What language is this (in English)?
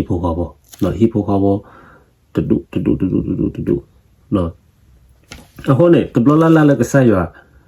S'gaw Karen